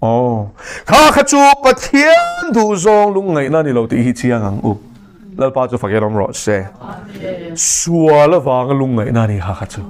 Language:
Mizo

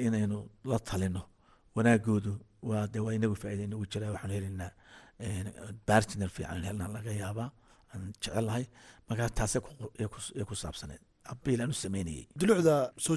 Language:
Somali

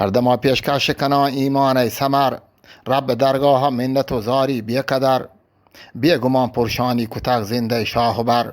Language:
Eastern Balochi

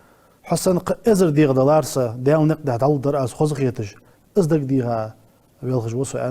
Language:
Ingush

